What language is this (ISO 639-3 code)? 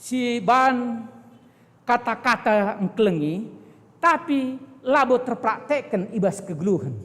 btx